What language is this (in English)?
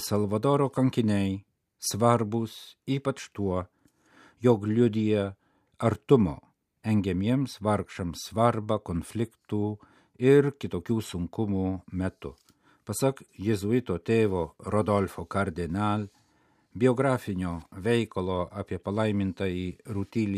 Lithuanian